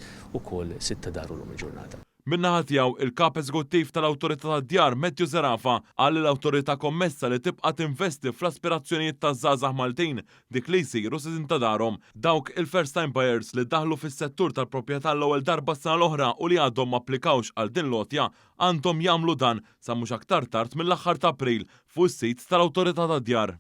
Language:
Maltese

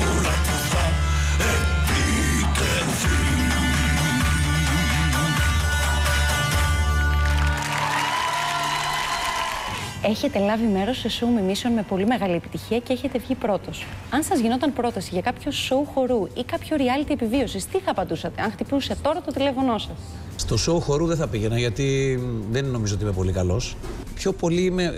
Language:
Greek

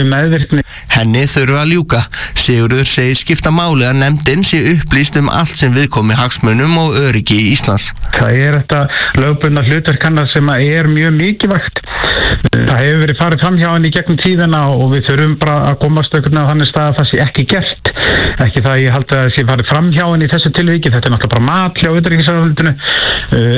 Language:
Icelandic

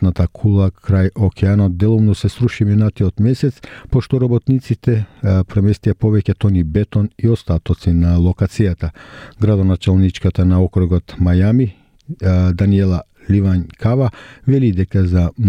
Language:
Macedonian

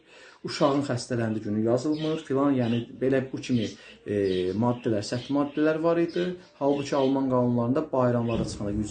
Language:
Azerbaijani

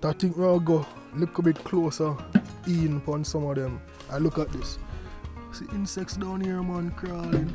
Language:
Jamaican Creole English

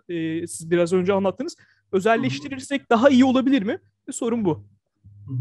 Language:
Turkish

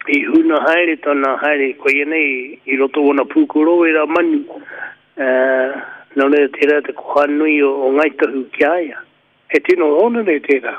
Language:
Māori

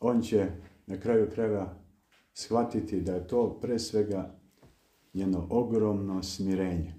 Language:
Serbian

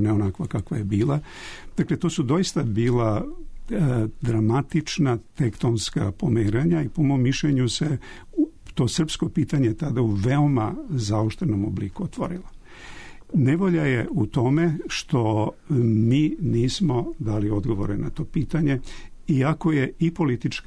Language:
Serbian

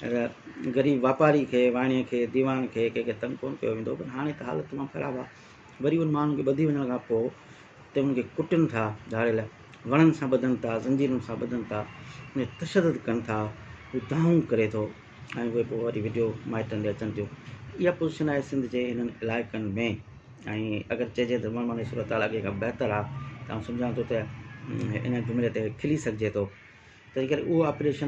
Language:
Sindhi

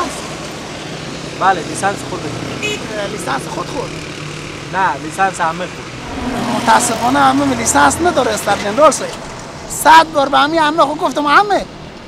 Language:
Persian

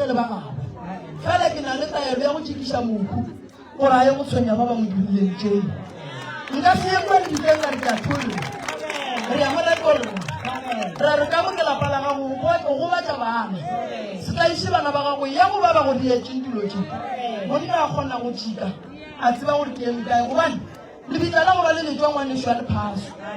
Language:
Northern Sotho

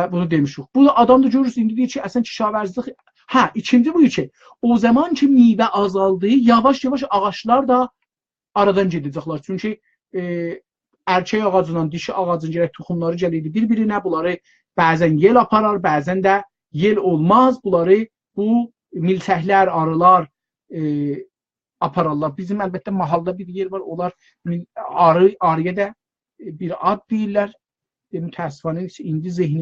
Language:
South Azerbaijani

